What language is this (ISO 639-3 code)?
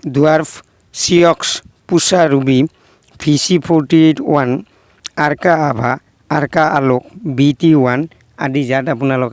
asm